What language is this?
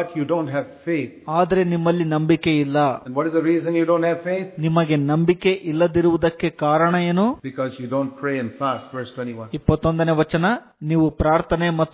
Kannada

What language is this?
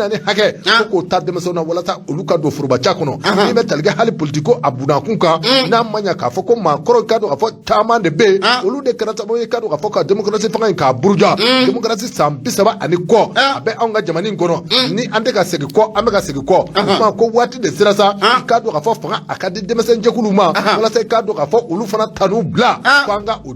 Bambara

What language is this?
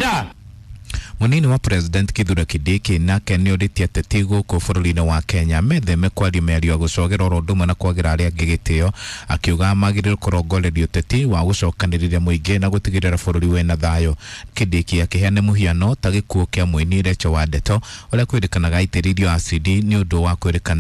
Kikuyu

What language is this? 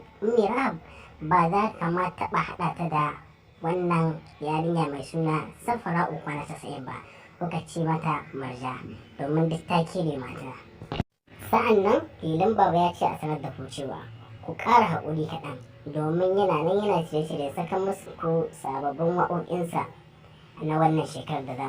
Hausa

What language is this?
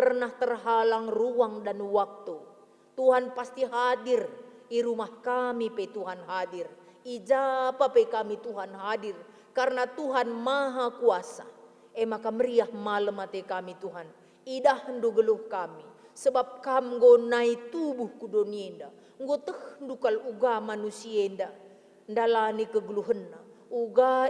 Batak Karo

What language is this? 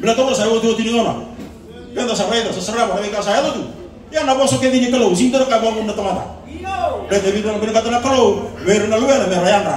Fijian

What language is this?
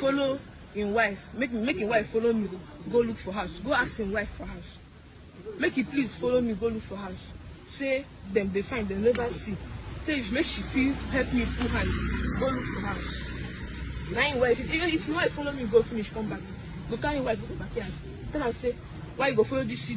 Igbo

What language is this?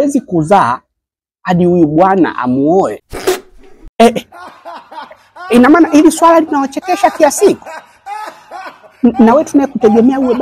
Swahili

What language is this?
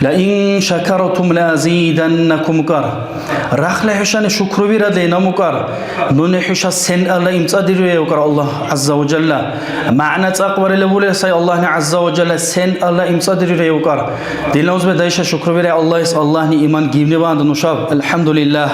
Dargwa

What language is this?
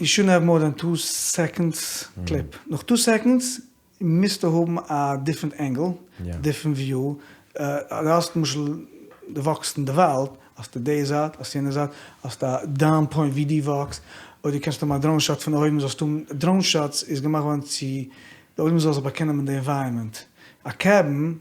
Yiddish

